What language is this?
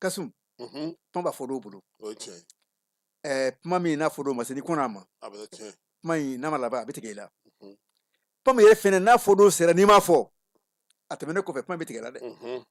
Bambara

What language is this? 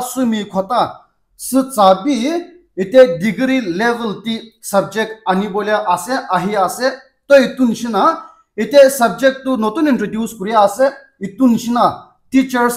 Naga Pidgin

